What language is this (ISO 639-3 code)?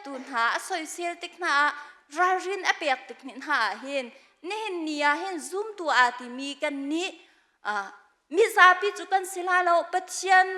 cnh